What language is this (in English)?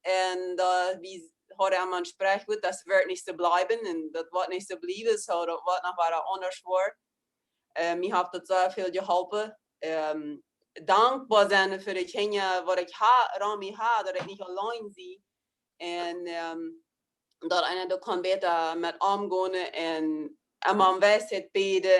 Plautdietsch